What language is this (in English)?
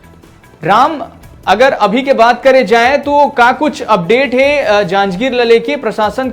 Chhattisgarhi